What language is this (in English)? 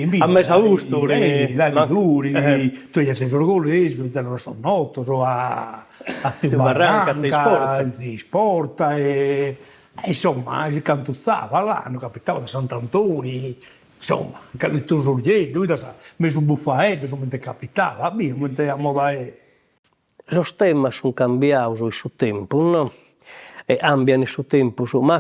Sardinian